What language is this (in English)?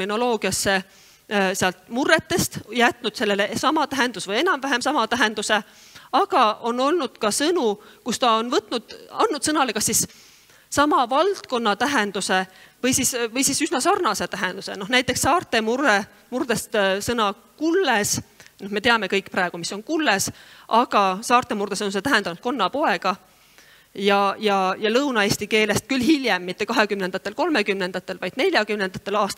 Estonian